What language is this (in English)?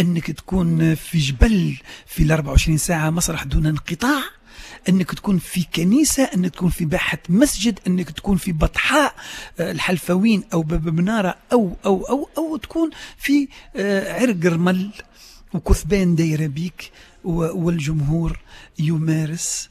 Tunisian Arabic